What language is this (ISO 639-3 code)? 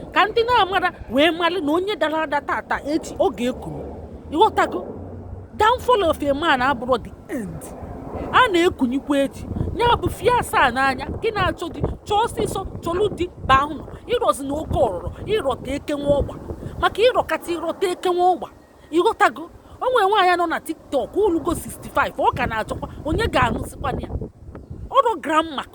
ibo